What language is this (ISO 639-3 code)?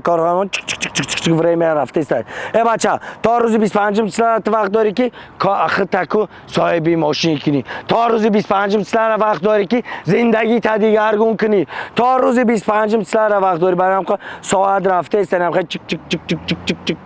tgk